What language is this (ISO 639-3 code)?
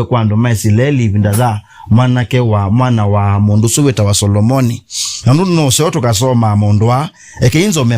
kam